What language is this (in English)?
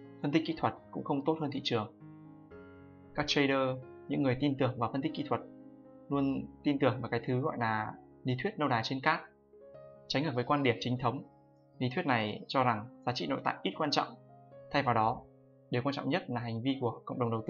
Vietnamese